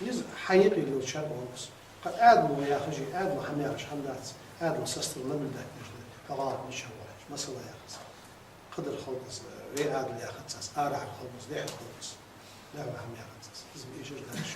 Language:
Ingush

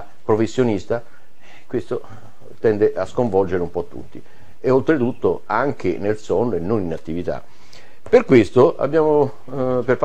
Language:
Italian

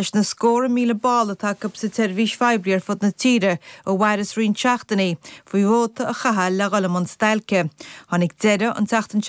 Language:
Irish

